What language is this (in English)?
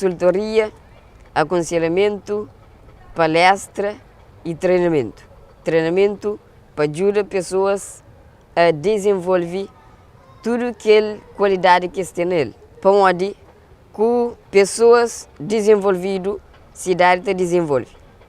Kabuverdianu